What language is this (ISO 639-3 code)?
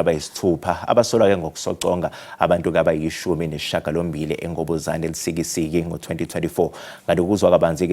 zul